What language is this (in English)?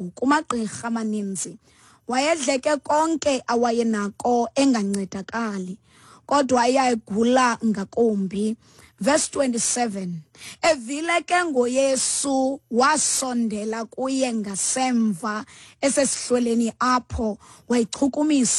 Xhosa